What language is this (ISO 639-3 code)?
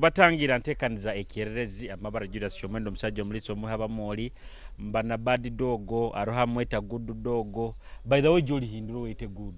nyo